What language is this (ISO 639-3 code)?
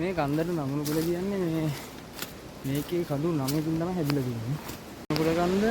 sin